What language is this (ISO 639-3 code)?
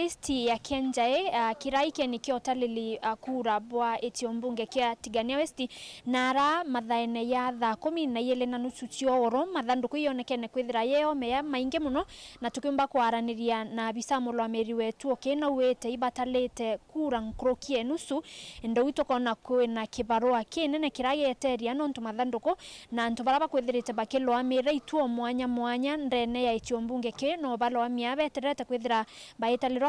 mer